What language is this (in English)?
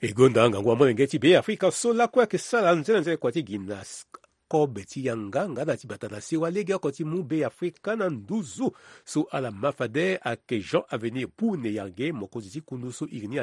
Sango